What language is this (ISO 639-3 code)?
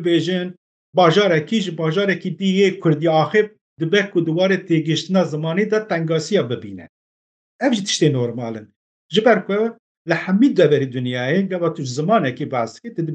kur